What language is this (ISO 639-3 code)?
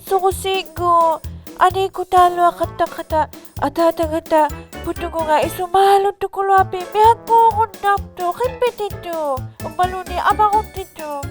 iku